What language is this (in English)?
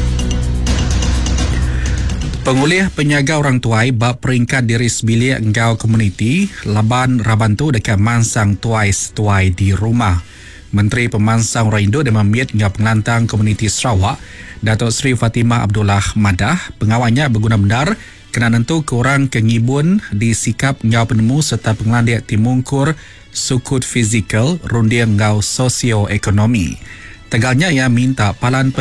Iban